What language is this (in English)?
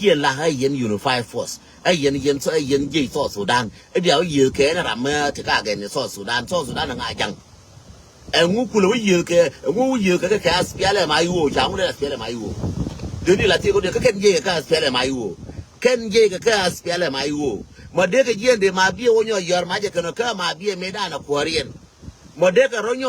Nuer